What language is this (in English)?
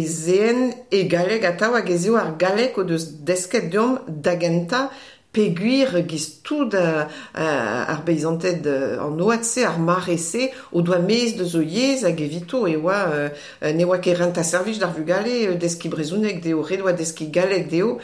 Breton